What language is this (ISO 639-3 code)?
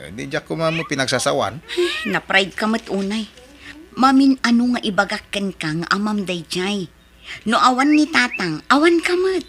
ilo